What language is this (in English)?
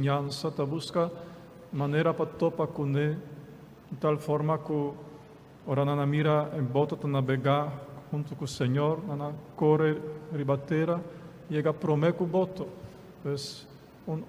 Papiamento